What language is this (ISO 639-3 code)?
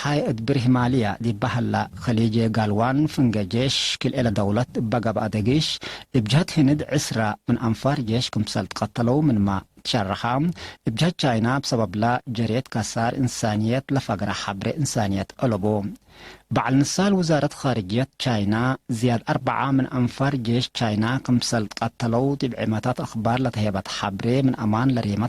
tig